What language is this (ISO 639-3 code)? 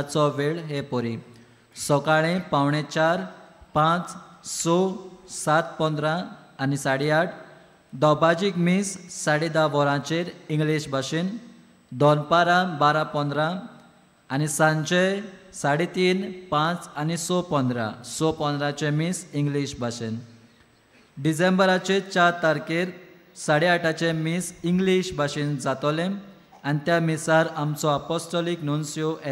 kok